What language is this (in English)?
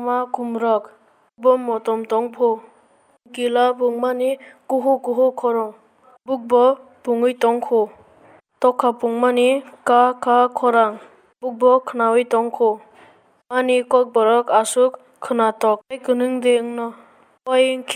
Kok Borok